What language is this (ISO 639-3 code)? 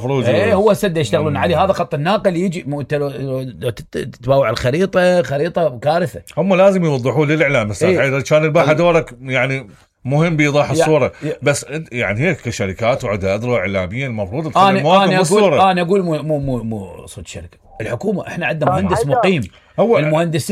acm